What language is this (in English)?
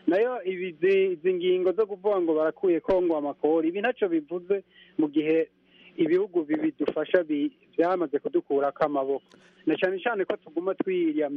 Kinyarwanda